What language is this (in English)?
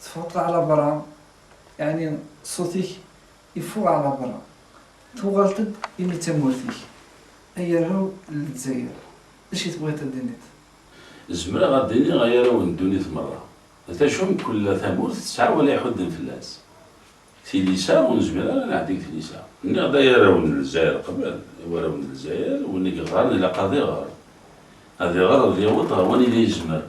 Kabyle